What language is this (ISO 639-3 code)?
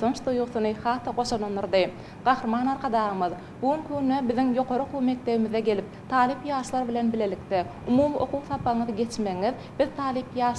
tuk